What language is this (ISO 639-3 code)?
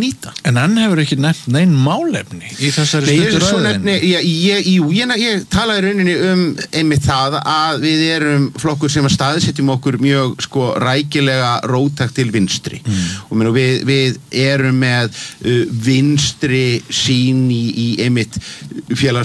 isl